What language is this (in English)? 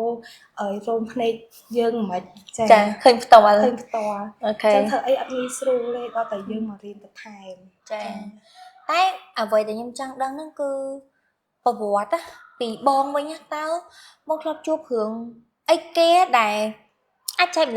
Khmer